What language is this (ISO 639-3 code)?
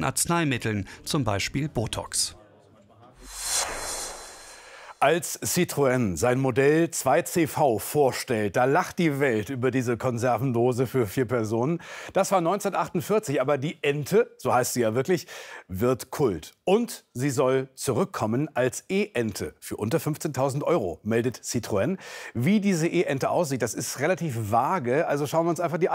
deu